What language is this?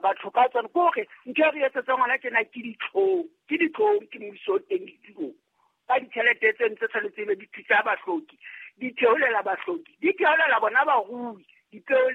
Southern Sotho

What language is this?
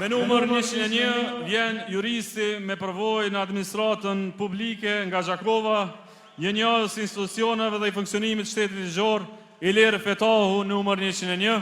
Albanian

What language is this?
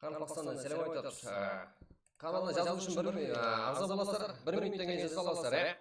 Kara-Kalpak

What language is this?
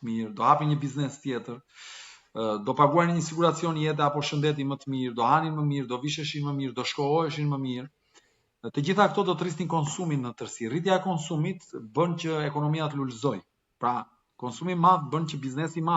Albanian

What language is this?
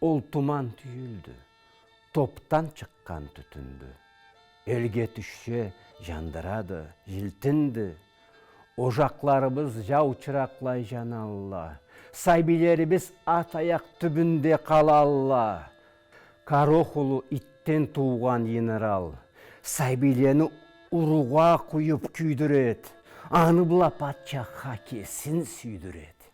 Karachay-Balkar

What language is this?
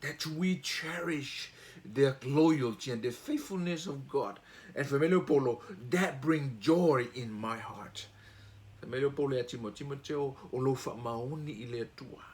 Samoan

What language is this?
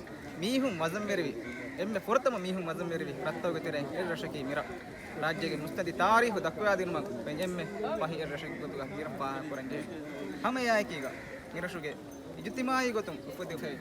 Divehi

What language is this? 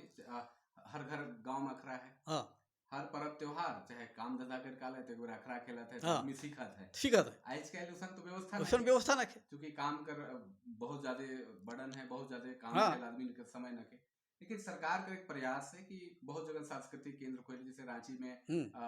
Sadri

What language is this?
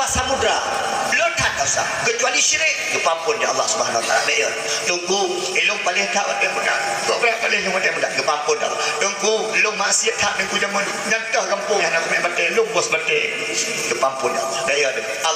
Achinese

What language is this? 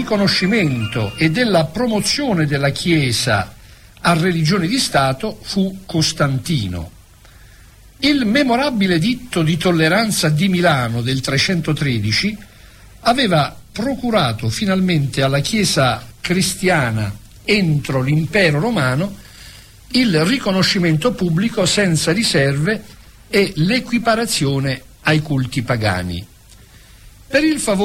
Italian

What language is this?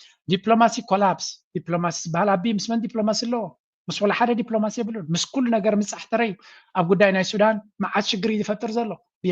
Tigrinya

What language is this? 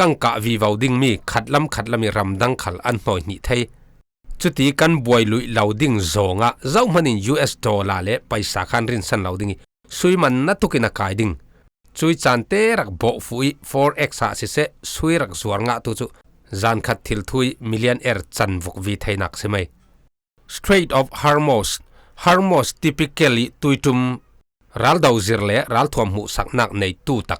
Falam Chin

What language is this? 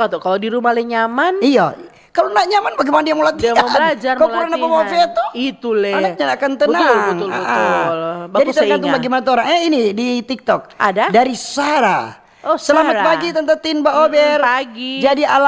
Manado Malay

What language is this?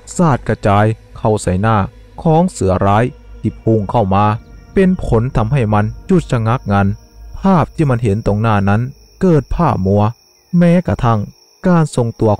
Thai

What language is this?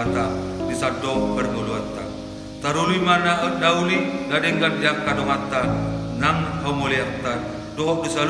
Batak Toba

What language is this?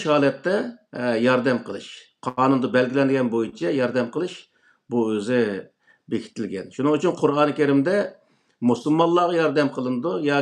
Uyghur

